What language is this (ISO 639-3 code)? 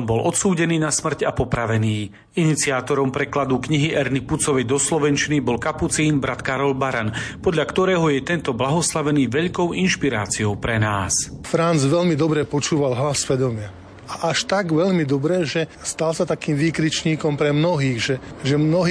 slk